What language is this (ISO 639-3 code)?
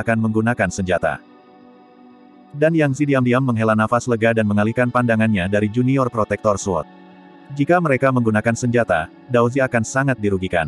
ind